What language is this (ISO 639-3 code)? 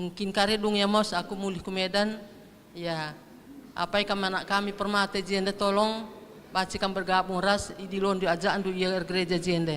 btx